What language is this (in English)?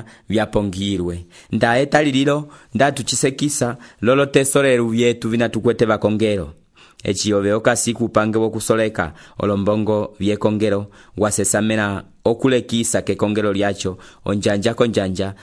Umbundu